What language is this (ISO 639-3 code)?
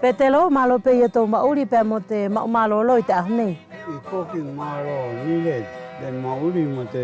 wls